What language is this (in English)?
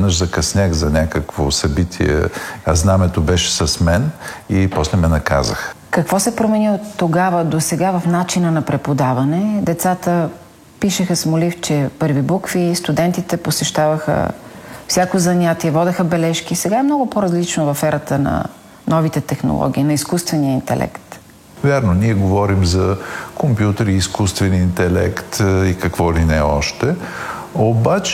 Bulgarian